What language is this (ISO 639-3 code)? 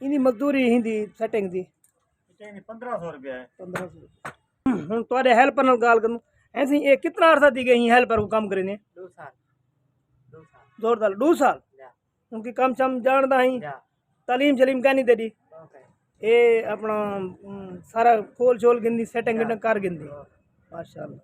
skr